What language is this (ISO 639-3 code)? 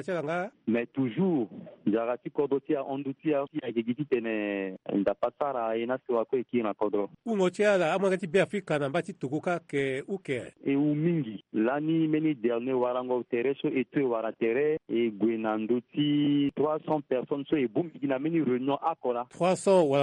sag